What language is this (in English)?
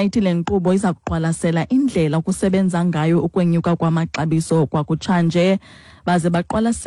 Xhosa